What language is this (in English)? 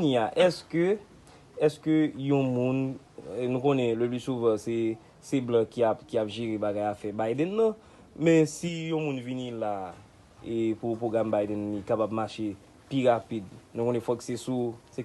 Haitian Creole